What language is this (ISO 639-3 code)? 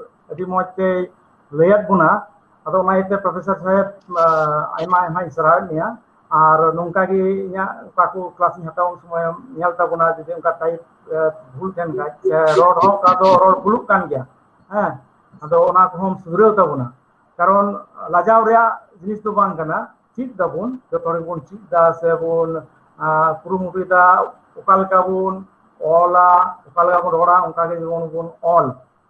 sat